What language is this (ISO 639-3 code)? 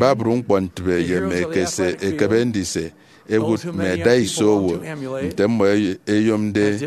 efi